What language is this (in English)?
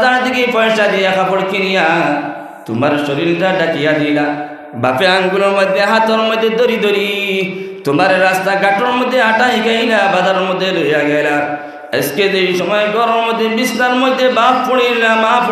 Sylheti